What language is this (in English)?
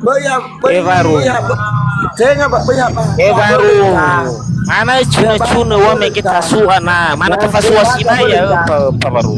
Nias